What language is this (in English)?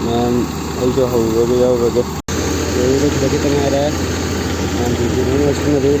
Manipuri